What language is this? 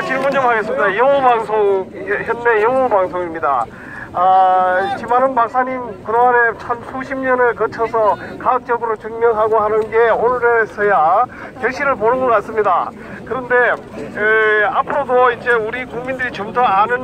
Korean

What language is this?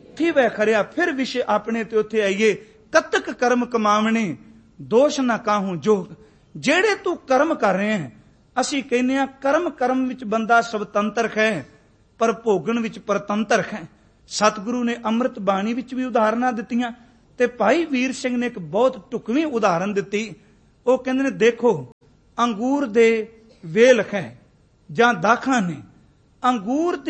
Punjabi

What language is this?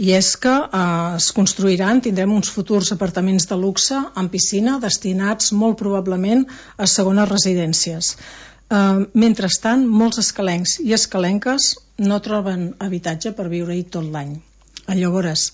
Catalan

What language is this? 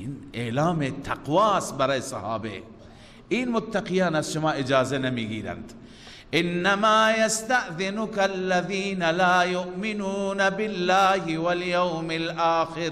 Persian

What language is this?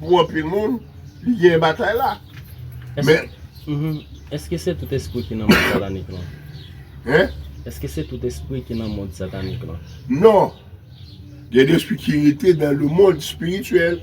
Haitian Creole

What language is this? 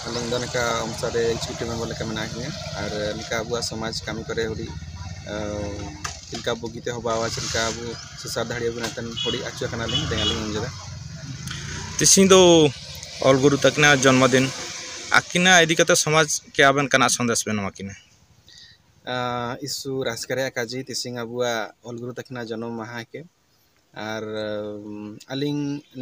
Mundari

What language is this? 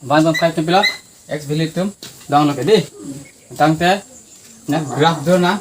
Karbi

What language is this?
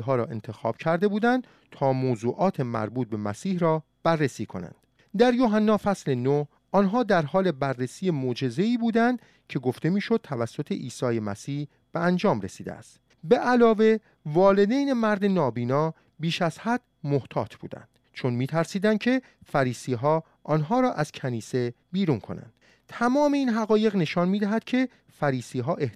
Persian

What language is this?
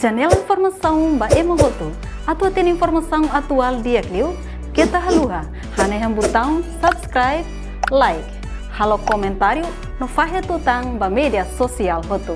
Tetum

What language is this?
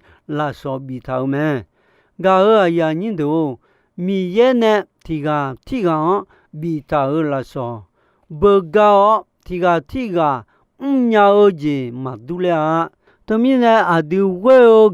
Akha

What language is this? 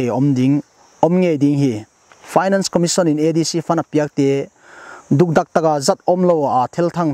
Paite Chin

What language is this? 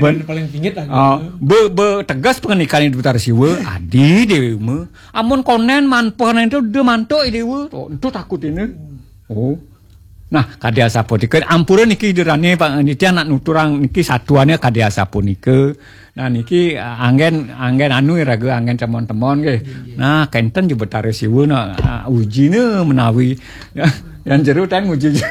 Balinese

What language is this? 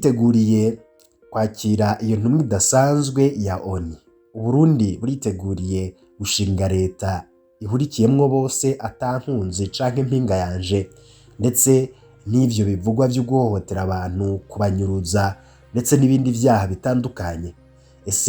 Rundi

